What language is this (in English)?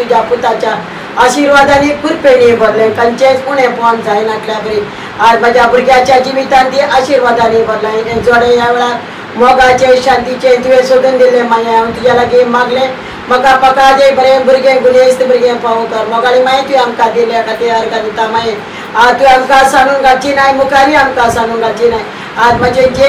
Konkani